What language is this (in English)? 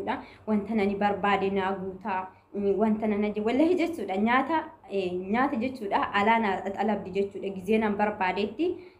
Oromo